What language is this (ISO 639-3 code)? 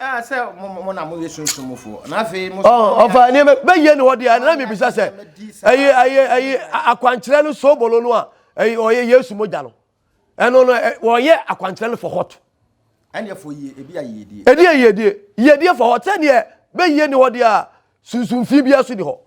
aka